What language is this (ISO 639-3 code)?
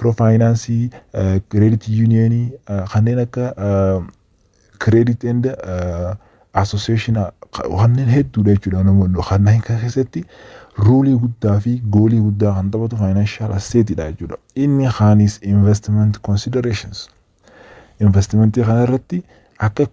orm